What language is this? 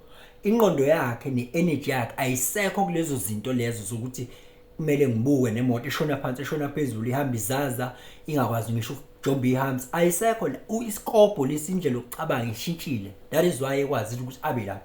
Zulu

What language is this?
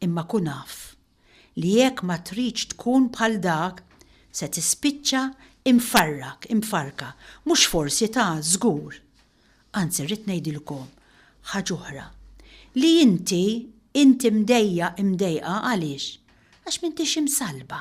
Maltese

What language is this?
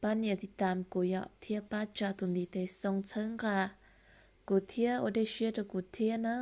Hmong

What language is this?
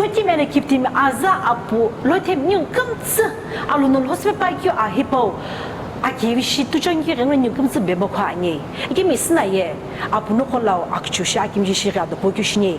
Sumi Naga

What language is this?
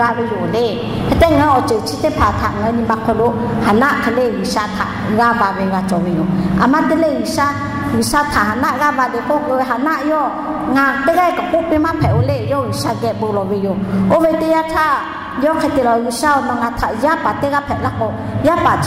Lahu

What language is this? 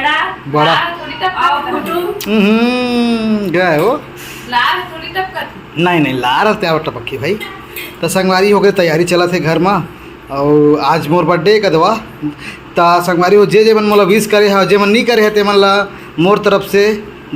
Chhattisgarhi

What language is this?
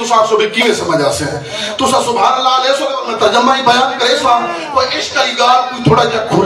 Saraiki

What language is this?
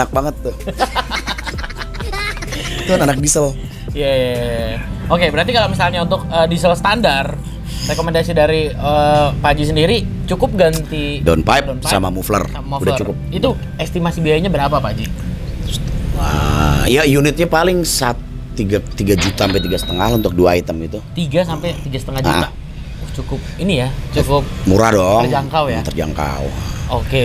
Indonesian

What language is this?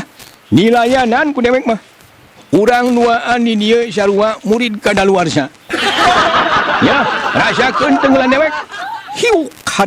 Sundanese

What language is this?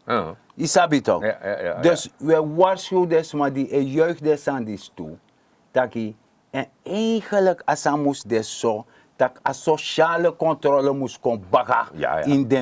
Sranan Tongo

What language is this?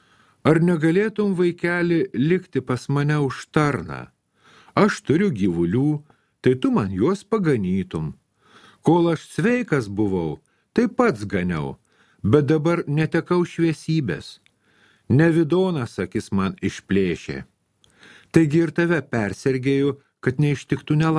Lithuanian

